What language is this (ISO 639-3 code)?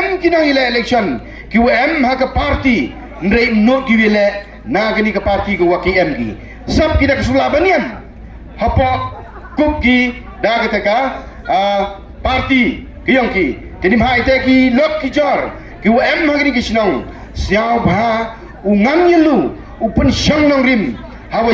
pbv